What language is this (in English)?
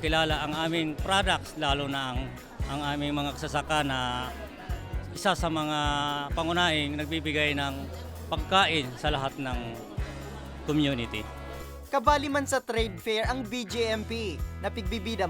Bikol